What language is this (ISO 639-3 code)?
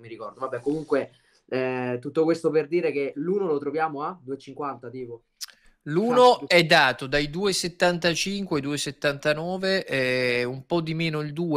ita